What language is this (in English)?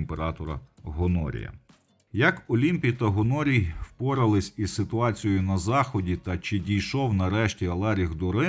Ukrainian